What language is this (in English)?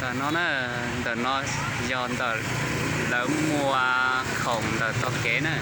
Hmong